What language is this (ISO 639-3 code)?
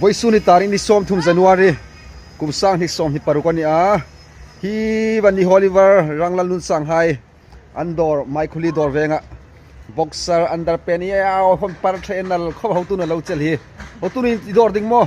hmr